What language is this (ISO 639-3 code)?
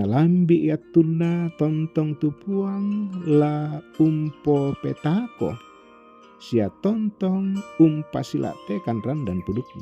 sda